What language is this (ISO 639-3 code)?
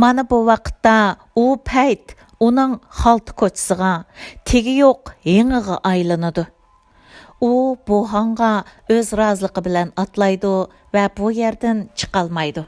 uig